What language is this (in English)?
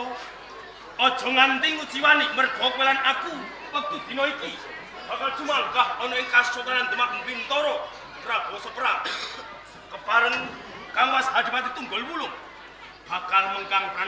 Javanese